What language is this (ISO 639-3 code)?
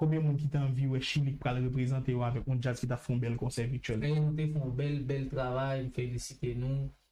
hat